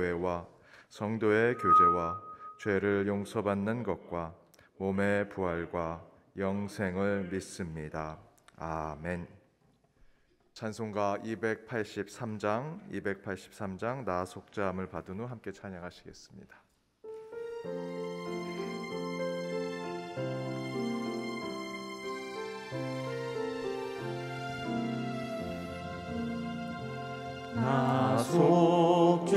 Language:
Korean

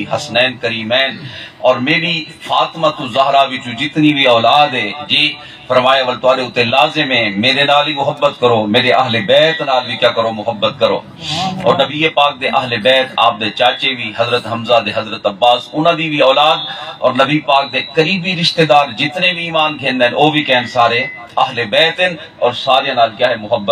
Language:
Saraiki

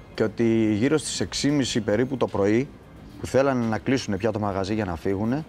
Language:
Greek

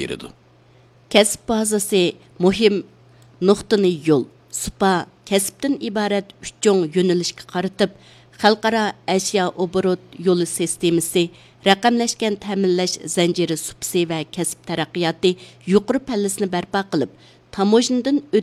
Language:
Uyghur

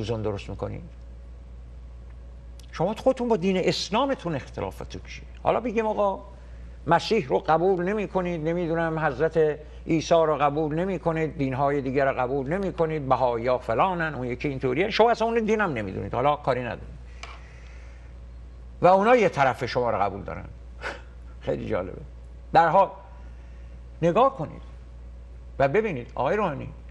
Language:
Persian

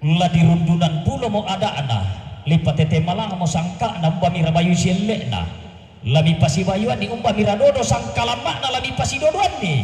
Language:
Toraja-Sa'dan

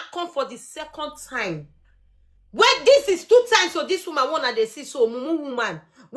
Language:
Nigerian Pidgin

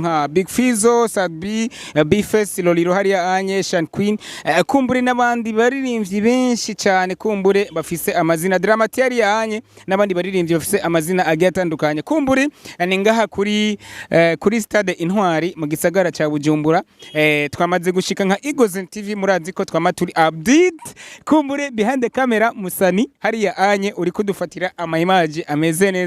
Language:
Rundi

